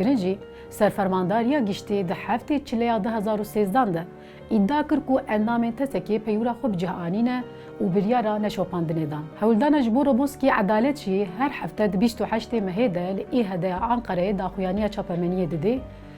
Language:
Kurdish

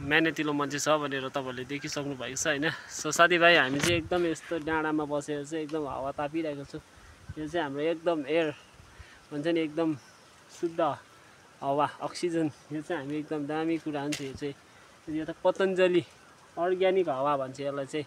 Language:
Nepali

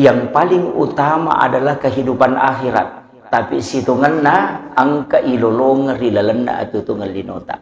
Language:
Buginese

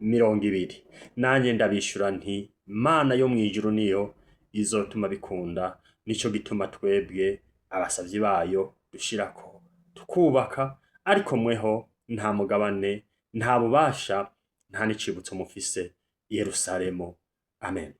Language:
Rundi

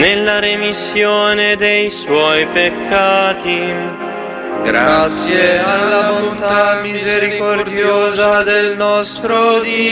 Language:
Italian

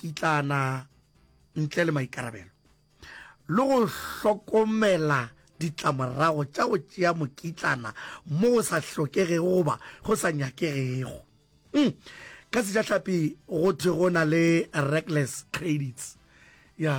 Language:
Northern Sotho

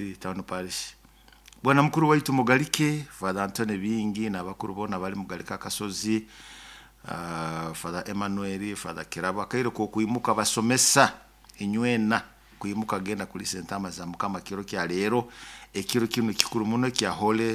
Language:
Nyoro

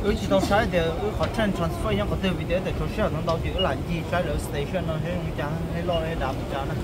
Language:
Hmong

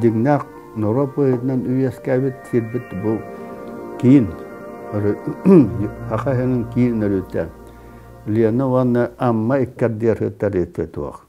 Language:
Yakut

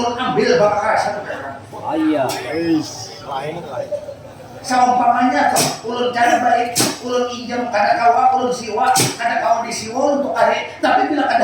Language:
Banjar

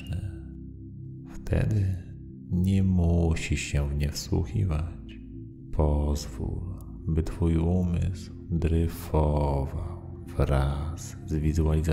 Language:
Polish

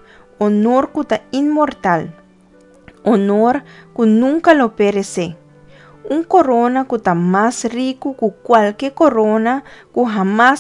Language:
Papiamento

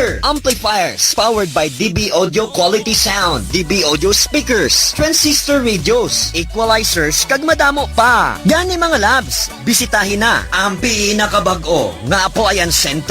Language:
Hiligaynon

